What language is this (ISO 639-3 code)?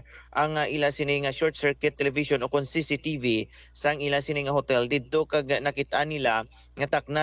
hil